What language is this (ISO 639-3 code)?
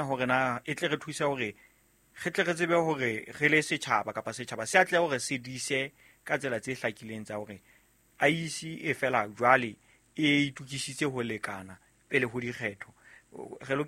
sot